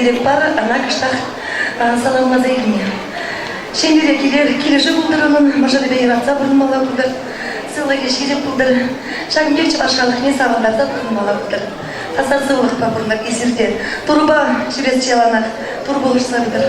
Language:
Chuvash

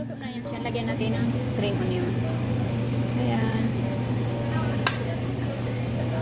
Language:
Filipino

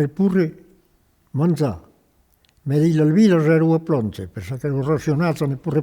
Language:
Occitan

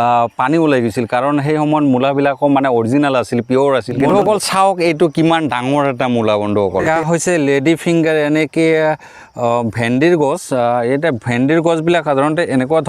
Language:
Assamese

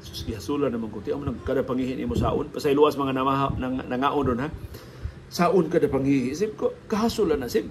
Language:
Cebuano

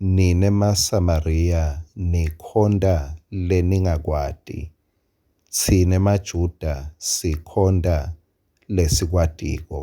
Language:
Swati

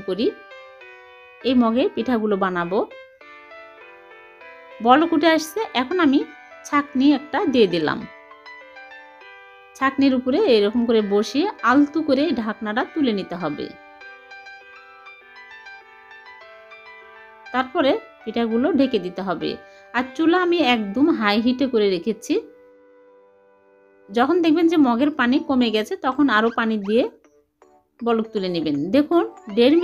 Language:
Bangla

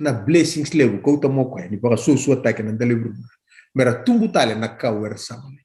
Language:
Fijian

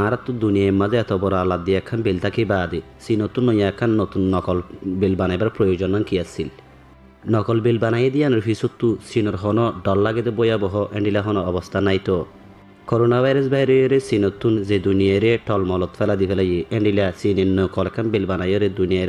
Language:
Rohingya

